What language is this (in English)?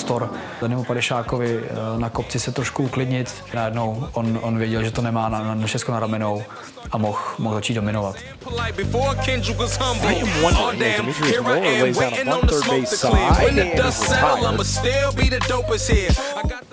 Czech